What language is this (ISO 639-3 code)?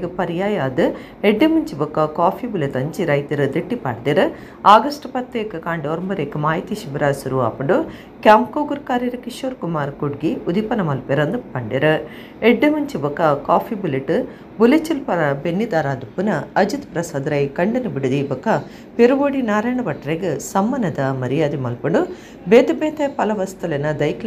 tcy